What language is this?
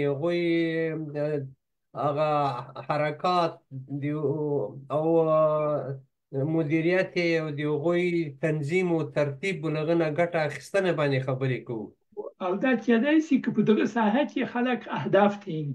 Pashto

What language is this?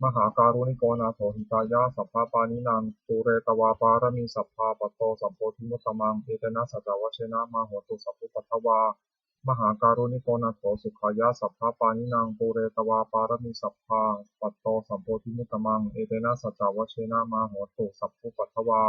Pali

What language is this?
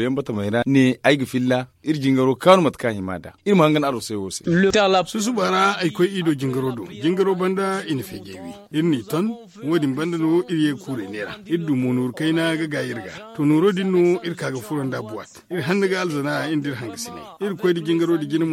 Zarma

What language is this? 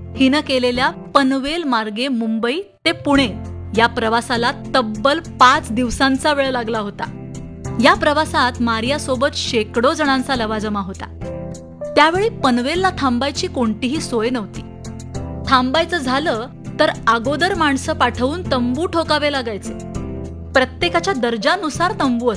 Marathi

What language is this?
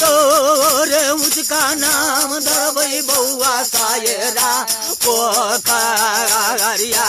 Maithili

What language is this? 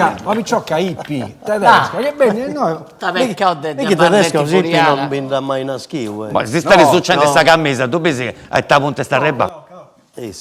Sardinian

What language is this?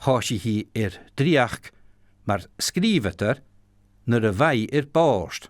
Scottish Gaelic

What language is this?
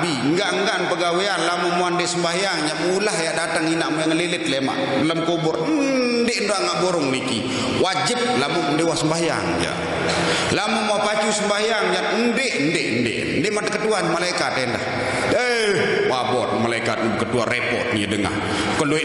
Sasak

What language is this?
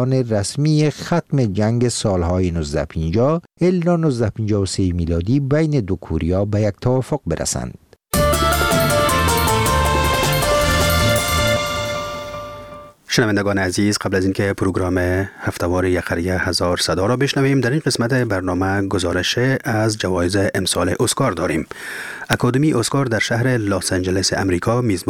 Persian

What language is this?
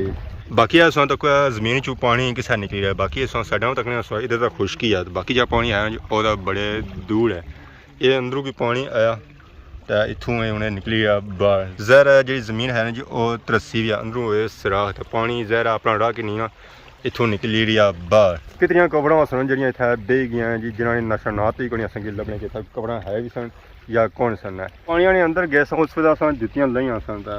Pahari-Potwari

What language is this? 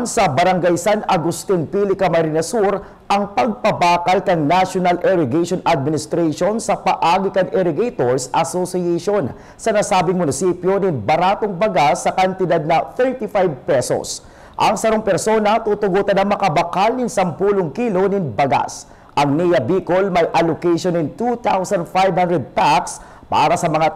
Bikol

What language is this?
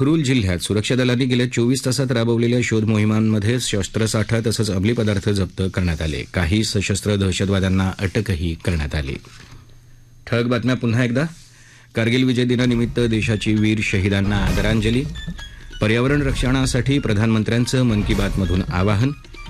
Marathi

